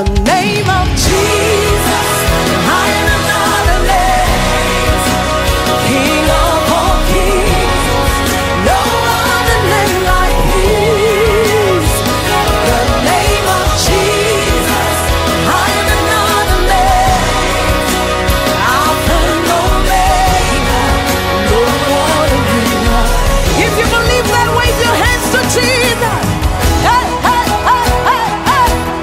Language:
English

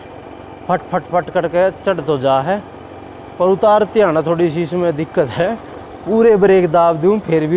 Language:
Haryanvi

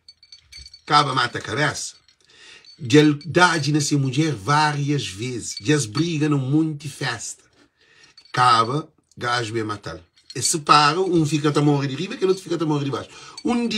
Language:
Kabuverdianu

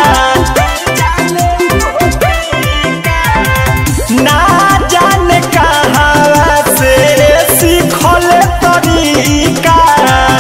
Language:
Bhojpuri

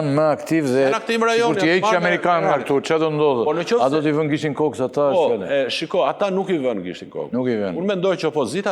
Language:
Albanian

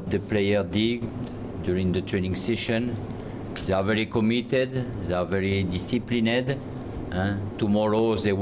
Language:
Tswana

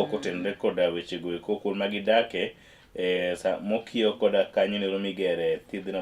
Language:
Luo (Kenya and Tanzania)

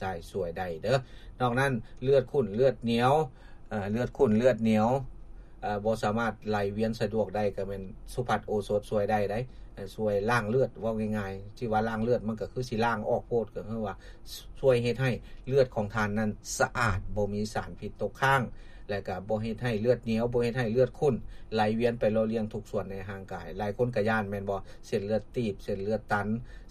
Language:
Lao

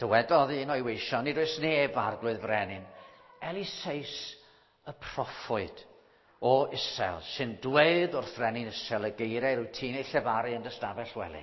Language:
Welsh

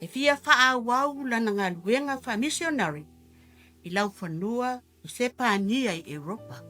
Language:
Samoan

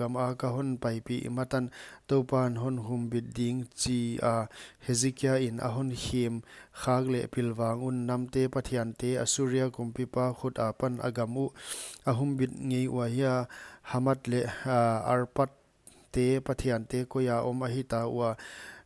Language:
Paite Chin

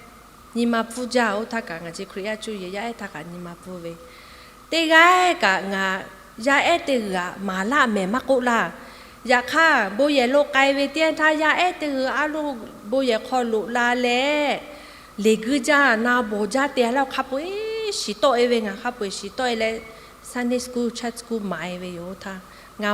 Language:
Lahu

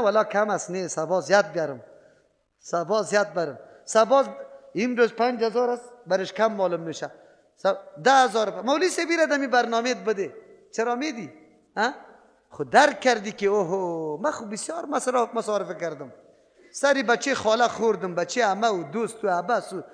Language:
Persian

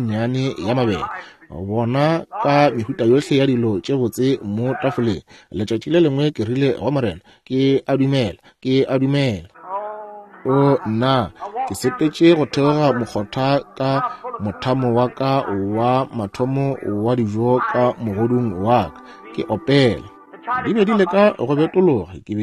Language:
Northern Sotho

